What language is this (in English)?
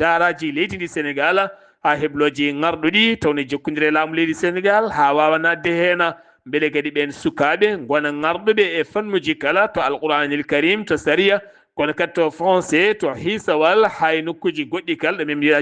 Fula